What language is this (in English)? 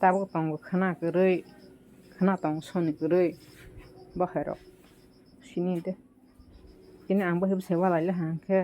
Kok Borok